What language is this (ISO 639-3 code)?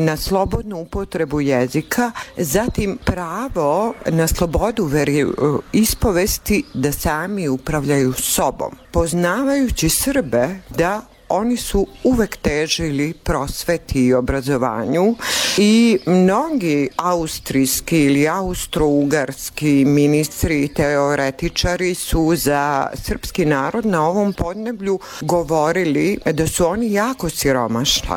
srp